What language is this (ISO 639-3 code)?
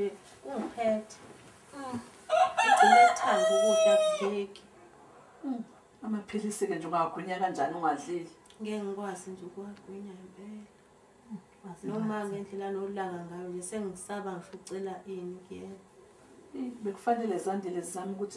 zul